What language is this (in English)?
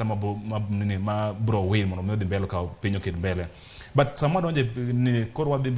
Luo (Kenya and Tanzania)